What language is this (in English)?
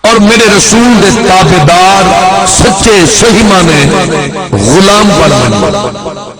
Saraiki